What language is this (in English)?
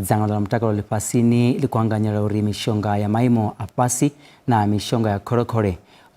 Venda